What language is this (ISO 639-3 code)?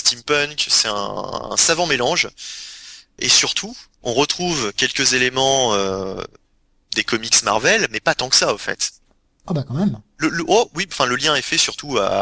fra